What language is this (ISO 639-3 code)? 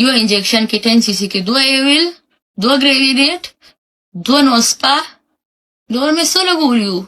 pus